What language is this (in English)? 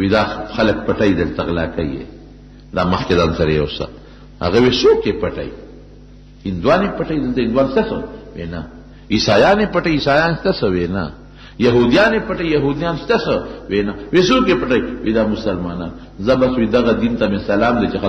Pashto